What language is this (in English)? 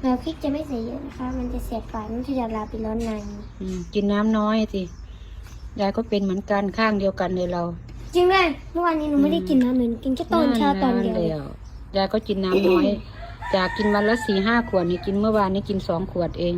Northeastern Thai